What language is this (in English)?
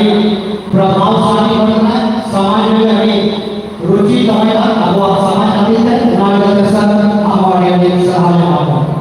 Santali